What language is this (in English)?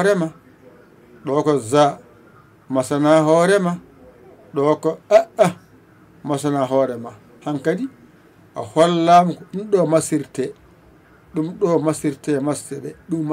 Fula